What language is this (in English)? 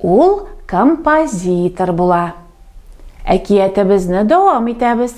Tatar